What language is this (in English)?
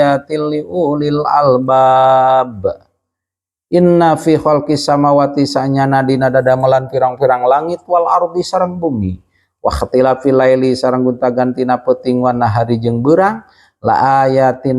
Sundanese